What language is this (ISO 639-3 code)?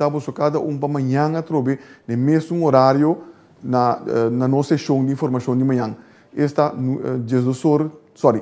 pap